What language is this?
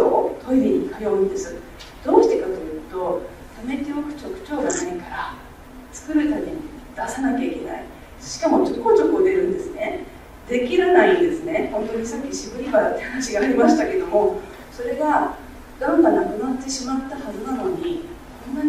Japanese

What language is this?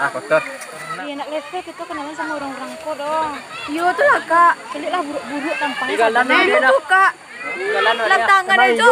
Minangkabau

